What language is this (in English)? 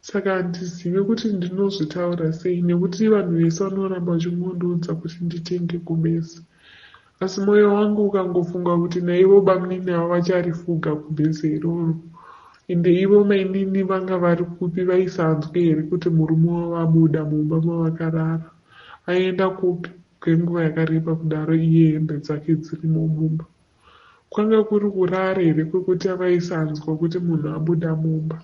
Shona